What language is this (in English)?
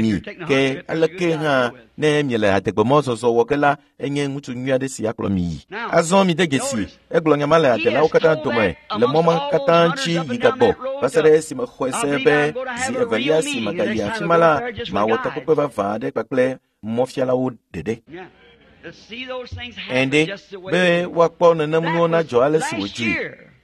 Ewe